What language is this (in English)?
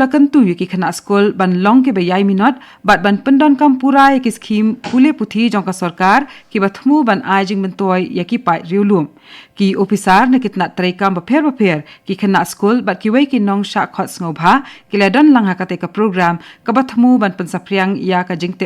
Khasi